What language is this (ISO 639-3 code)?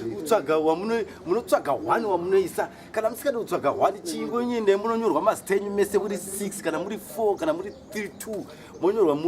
sna